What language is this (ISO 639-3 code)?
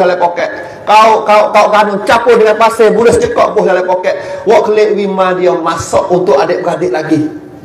msa